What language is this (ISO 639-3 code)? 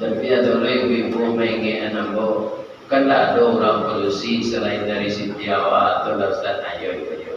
min